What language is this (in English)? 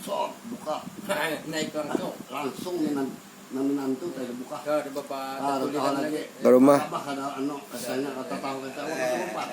Banjar